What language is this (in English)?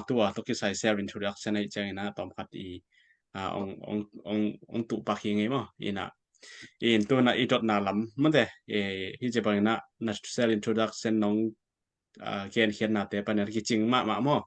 Tedim Chin